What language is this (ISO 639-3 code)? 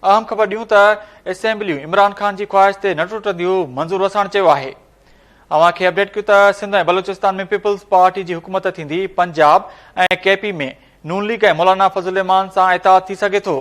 snd